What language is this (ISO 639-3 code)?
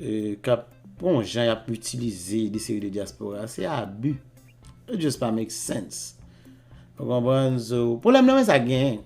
hat